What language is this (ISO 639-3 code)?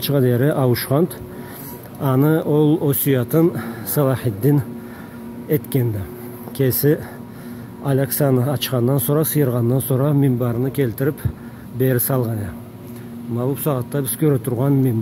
krc